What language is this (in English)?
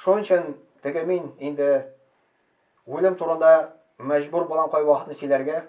Tatar